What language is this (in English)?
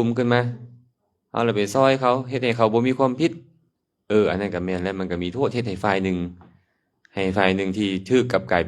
Lao